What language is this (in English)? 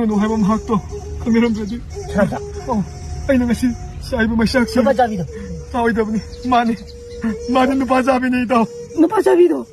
Manipuri